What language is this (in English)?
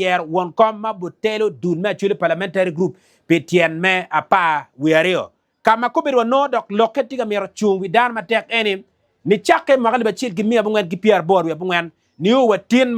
Acoli